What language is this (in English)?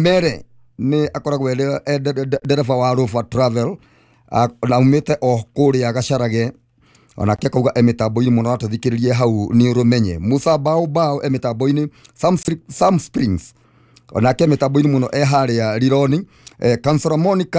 Kikuyu